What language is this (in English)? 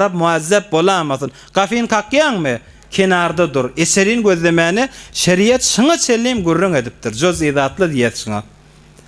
Turkmen